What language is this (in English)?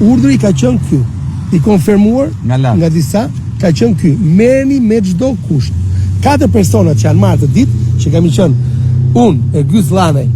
Albanian